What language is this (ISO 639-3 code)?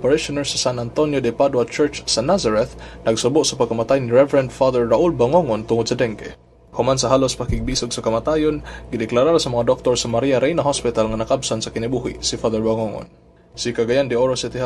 ceb